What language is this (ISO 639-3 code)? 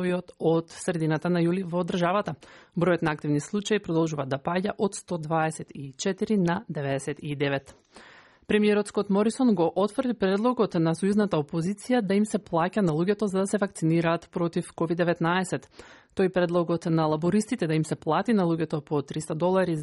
mkd